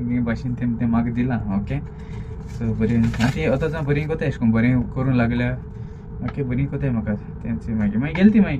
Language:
Konkani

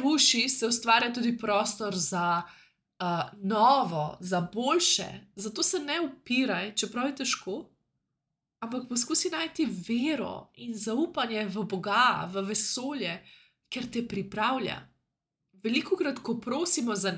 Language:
Slovenian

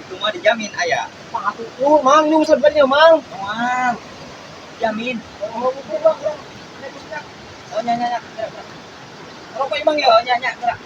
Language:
Sundanese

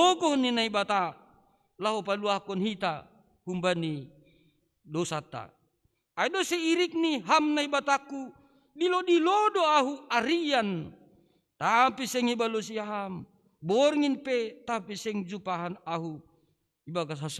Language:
Batak Simalungun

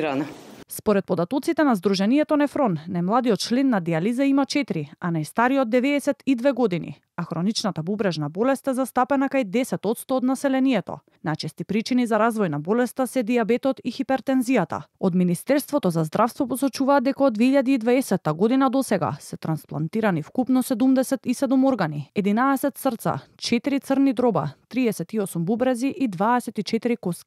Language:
Macedonian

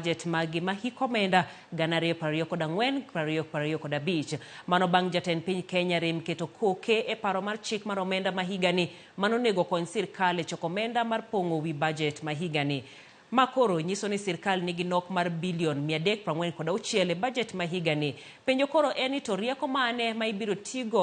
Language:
Luo (Kenya and Tanzania)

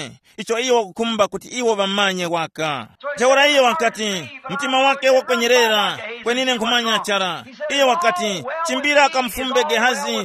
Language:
Tumbuka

